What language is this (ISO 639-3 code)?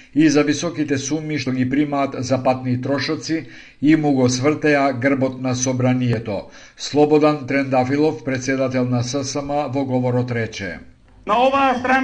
mkd